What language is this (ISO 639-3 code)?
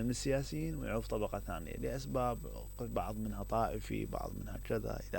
acm